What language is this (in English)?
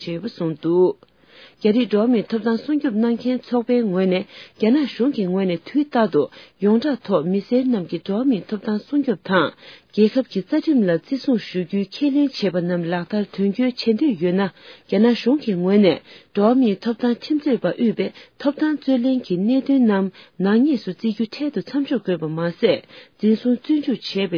Tibetan